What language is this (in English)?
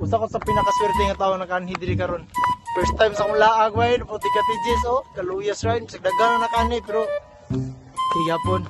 Cebuano